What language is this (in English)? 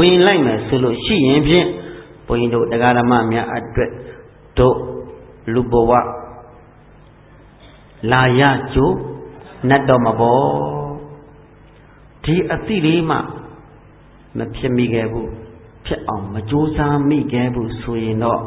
Burmese